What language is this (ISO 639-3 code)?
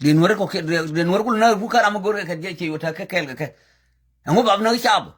nus